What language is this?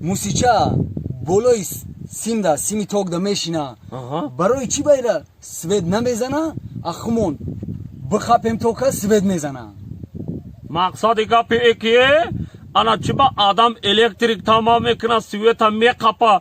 Tajik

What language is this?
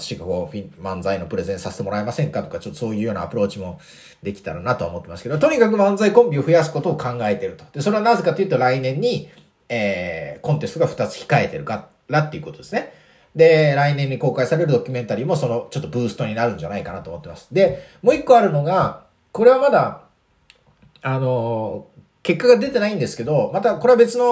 Japanese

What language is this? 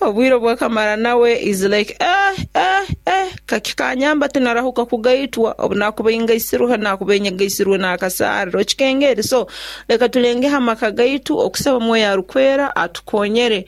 Nyoro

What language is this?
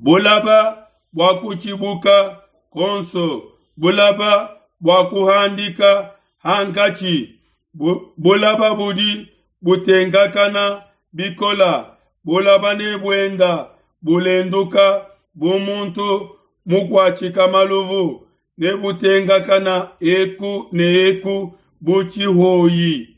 Luba-Lulua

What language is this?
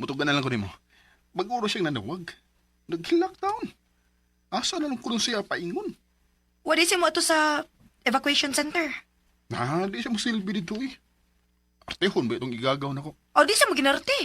Cebuano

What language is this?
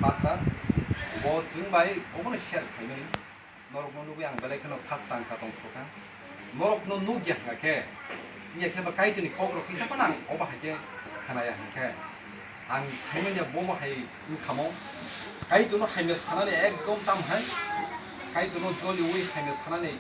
Kok Borok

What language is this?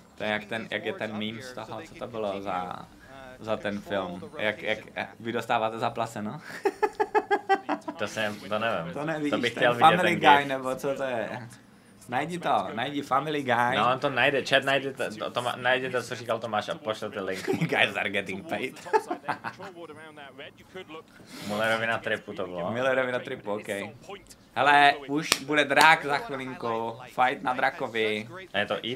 Czech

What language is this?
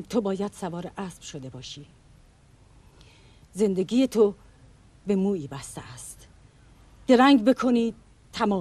Persian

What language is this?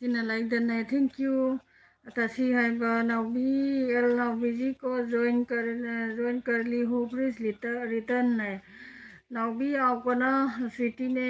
Manipuri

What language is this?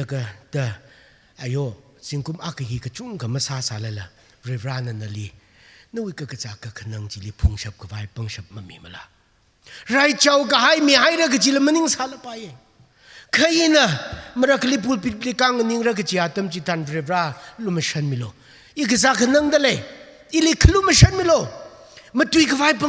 Tangkhul Naga (India)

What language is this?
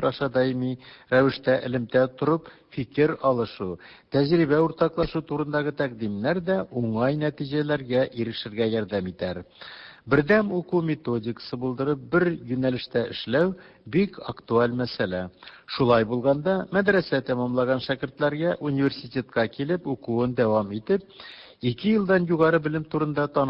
Tatar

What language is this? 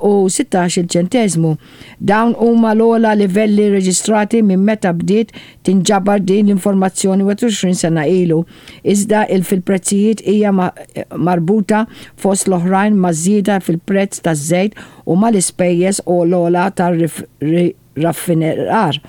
Maltese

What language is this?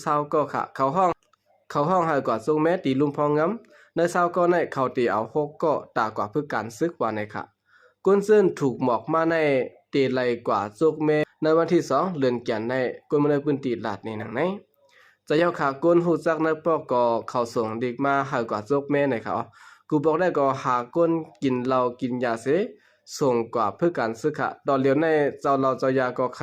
Shan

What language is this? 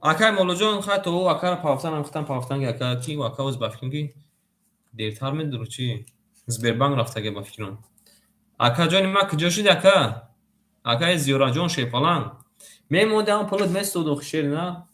Tajik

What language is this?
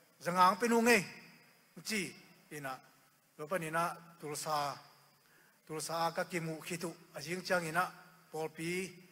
Tedim Chin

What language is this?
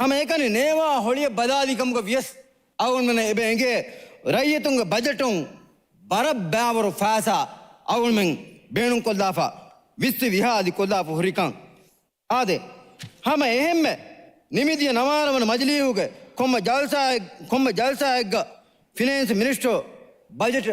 Divehi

